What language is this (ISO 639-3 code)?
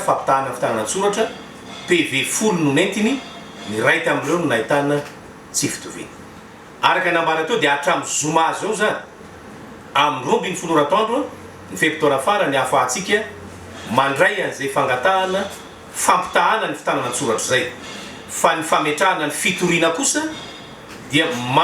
mlg